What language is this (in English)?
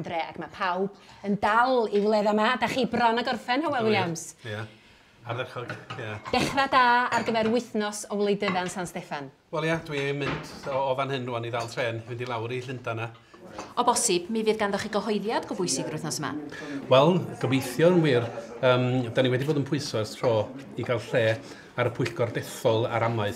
Welsh